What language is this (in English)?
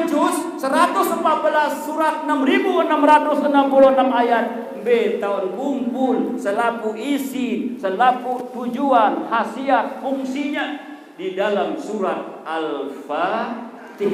Sasak